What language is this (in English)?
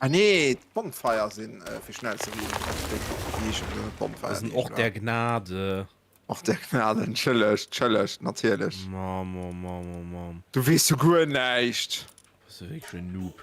Luxembourgish